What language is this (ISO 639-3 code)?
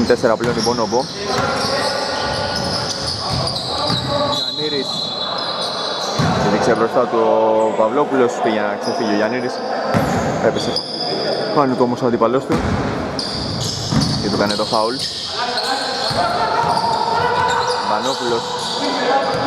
ell